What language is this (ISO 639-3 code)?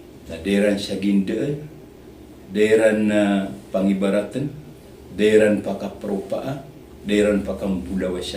mrw